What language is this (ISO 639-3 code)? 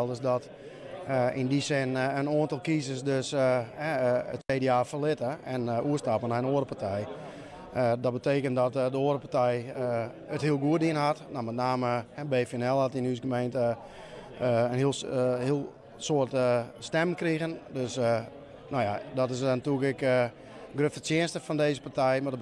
fry